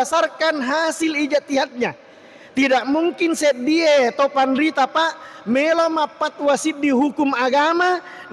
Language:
Buginese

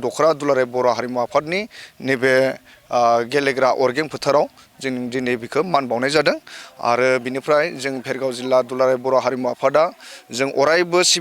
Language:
Bodo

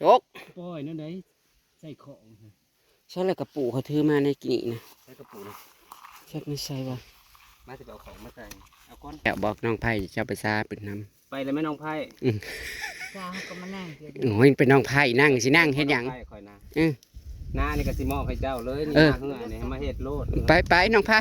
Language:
Northeastern Thai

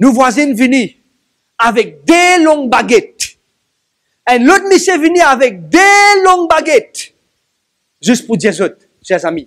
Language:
Morisyen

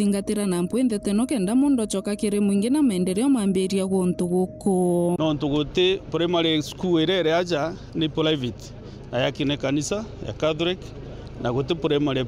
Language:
Meru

